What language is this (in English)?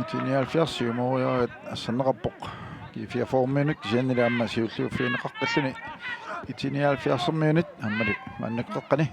Kalaallisut